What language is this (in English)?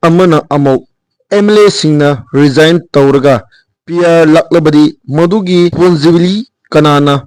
Manipuri